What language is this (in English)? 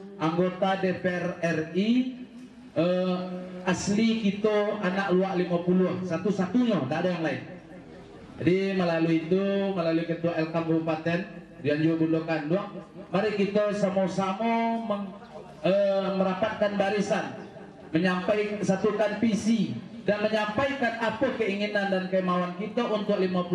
Minangkabau